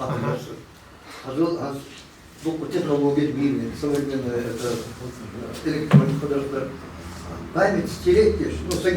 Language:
Ingush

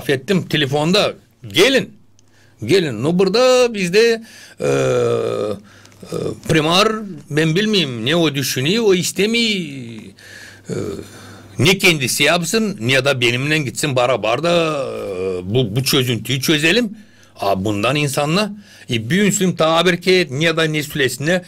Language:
Gagauz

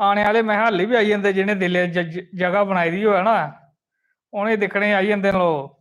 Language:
Dogri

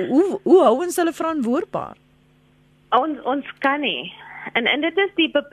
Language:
Afrikaans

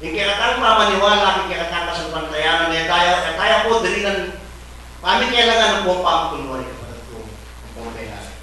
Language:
Pampanga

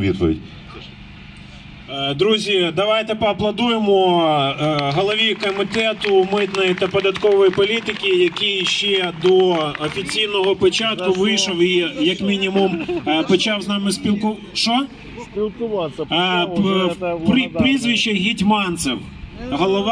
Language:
Ukrainian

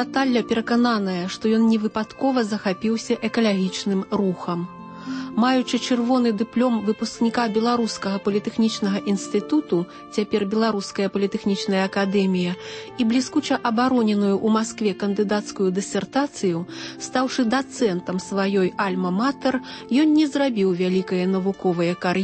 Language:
Belarusian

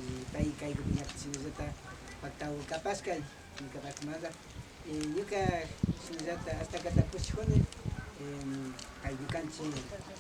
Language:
Imbabura Highland Quichua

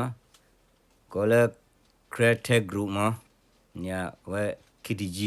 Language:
S'gaw Karen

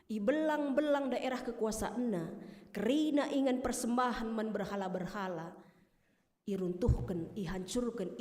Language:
Batak Karo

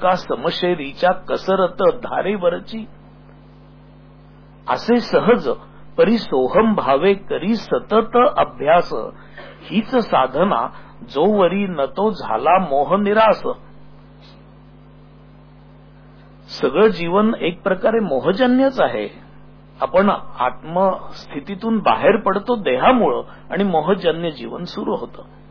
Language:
Marathi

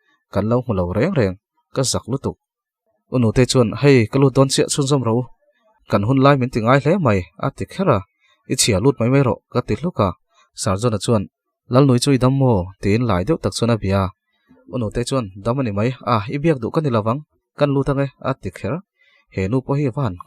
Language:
Mizo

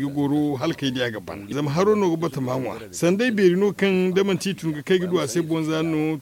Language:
Zarma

